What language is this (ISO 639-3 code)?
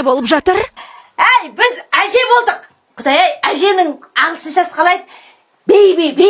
kaz